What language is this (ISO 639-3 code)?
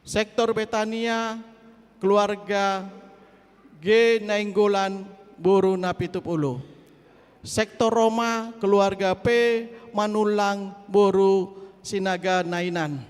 bbc